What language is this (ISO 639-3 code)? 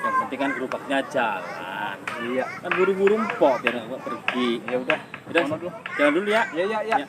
bew